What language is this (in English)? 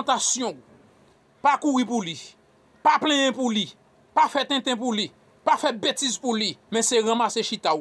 Haitian Creole